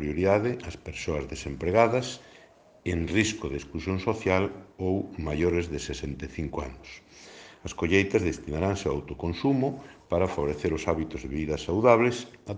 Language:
Galician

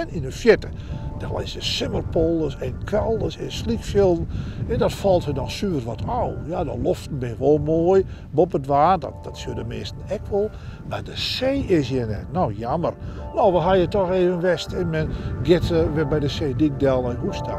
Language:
Western Frisian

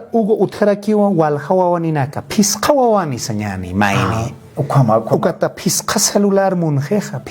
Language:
Aymara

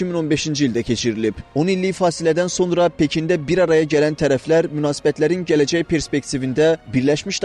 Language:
Azerbaijani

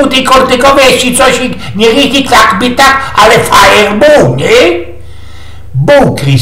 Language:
Silesian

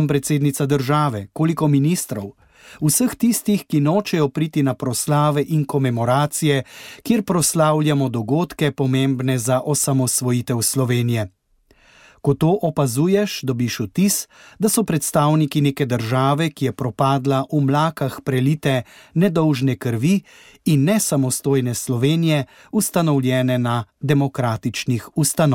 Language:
Slovenian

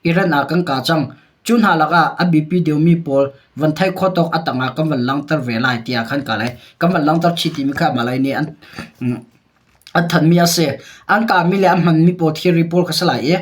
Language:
Hakha Chin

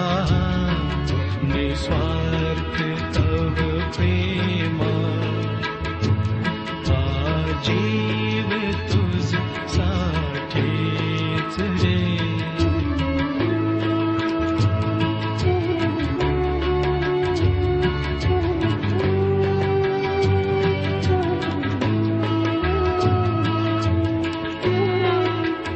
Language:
Marathi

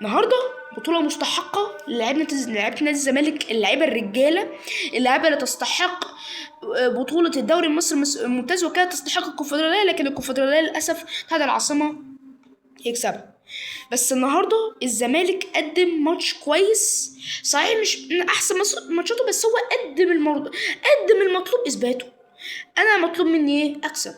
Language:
Egyptian Arabic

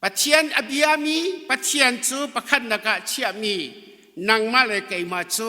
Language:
Hakha Chin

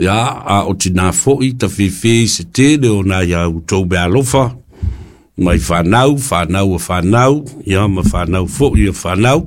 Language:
Samoan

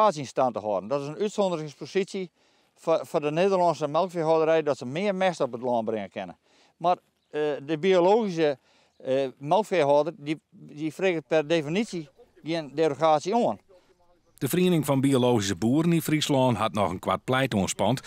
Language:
Western Frisian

